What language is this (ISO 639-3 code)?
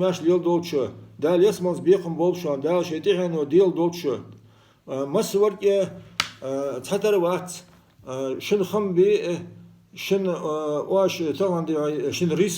inh